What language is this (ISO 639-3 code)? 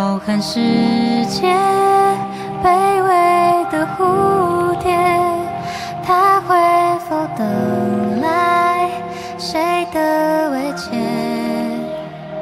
zho